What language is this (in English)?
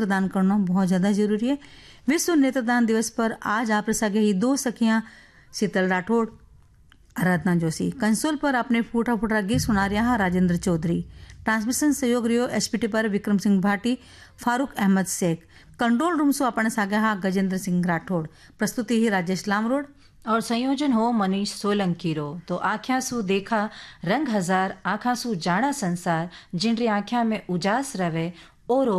Hindi